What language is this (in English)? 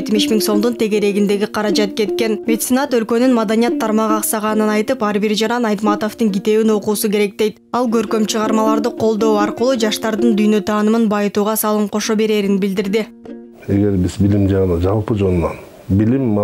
Kyrgyz